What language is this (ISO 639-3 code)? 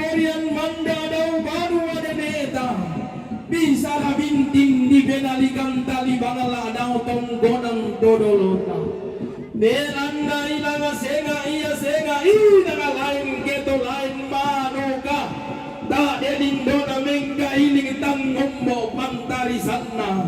sda